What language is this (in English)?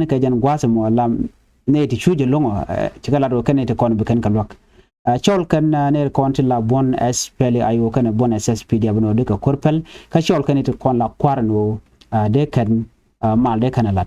Nuer